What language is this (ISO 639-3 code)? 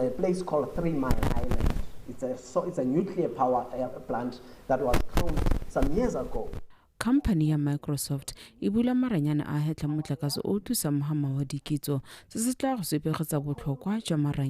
tsn